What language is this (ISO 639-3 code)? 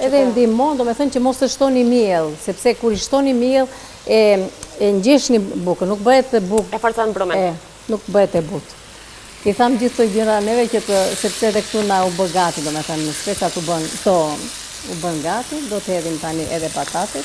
sqi